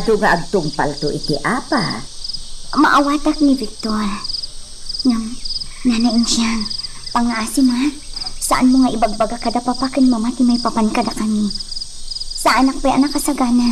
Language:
Iloko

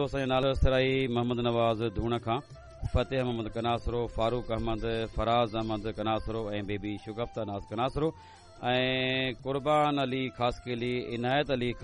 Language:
Sindhi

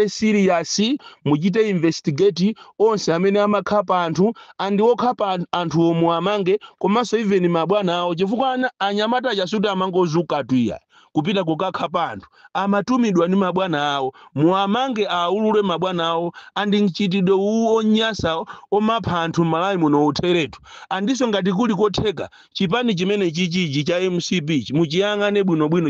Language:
Nyanja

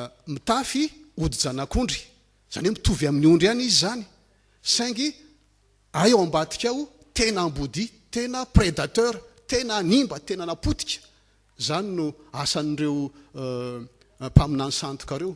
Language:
Malagasy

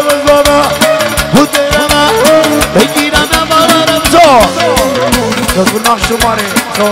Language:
Romanian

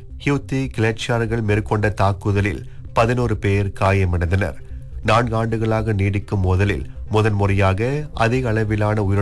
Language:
Tamil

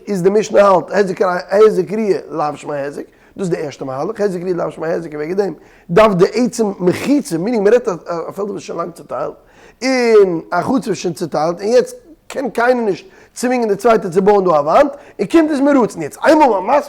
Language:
Yiddish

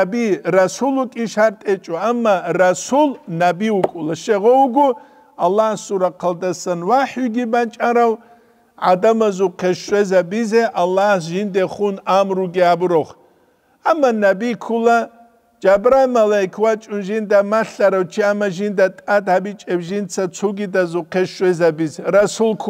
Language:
Avaric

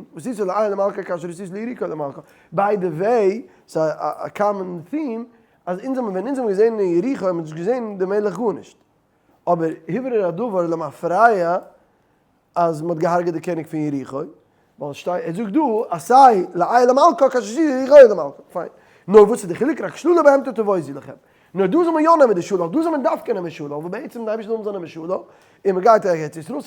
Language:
Yiddish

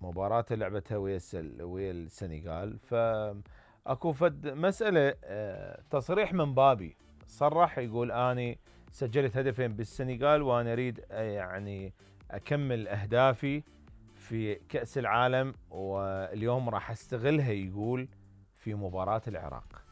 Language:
Mesopotamian Arabic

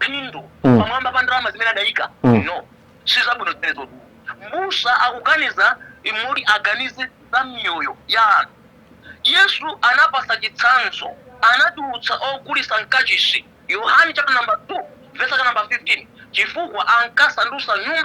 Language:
Nyanja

